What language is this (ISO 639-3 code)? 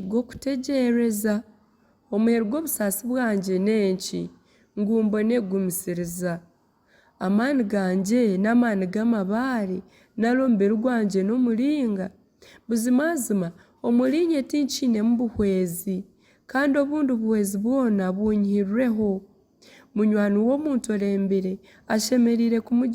nyn